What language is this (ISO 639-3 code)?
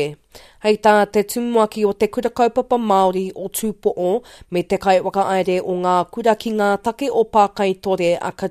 mri